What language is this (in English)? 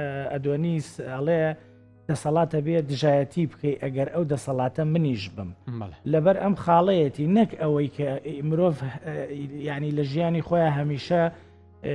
Central Kurdish